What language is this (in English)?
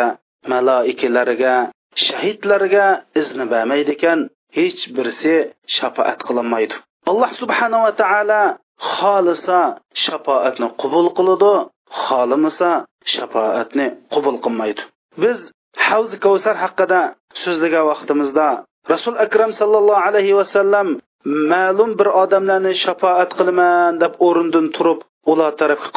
Uyghur